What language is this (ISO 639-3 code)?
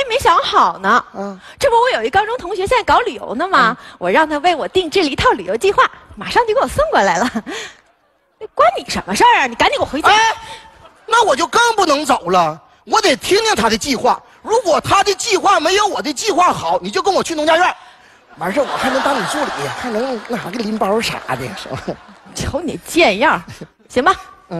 zho